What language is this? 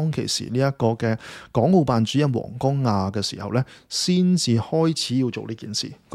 Cantonese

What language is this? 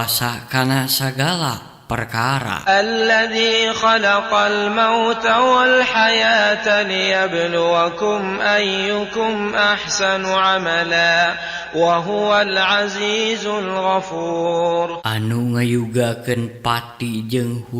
Sundanese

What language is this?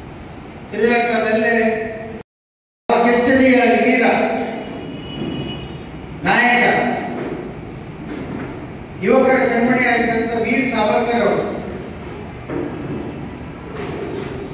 Kannada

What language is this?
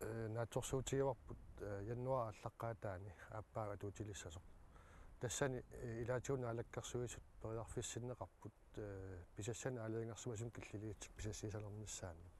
Kalaallisut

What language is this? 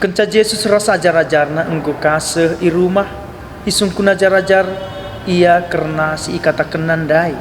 Batak Karo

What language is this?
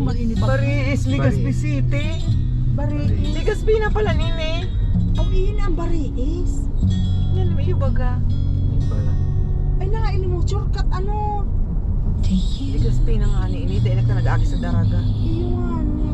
Bikol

